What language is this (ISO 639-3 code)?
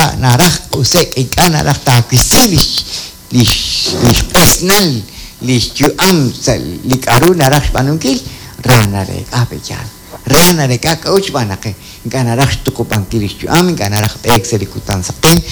kek